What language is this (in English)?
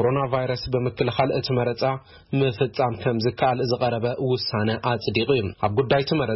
Tigrinya